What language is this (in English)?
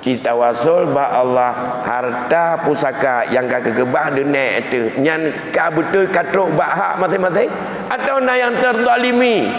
Achinese